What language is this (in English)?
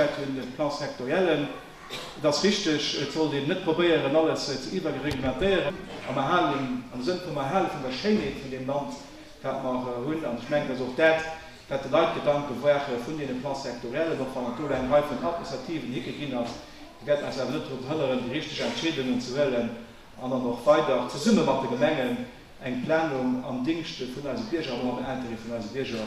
Luxembourgish